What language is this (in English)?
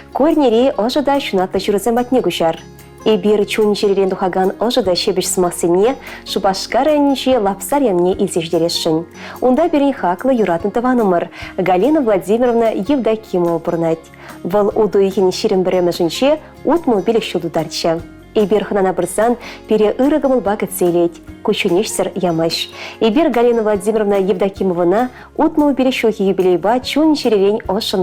Chuvash